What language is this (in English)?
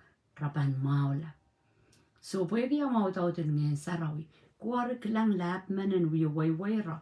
Pohnpeian